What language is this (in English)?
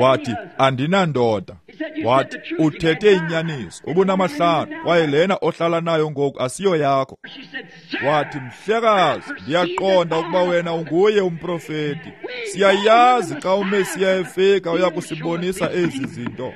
Xhosa